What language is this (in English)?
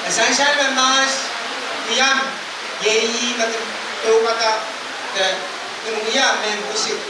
Pohnpeian